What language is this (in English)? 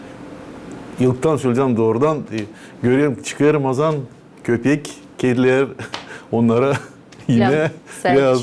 Gagauz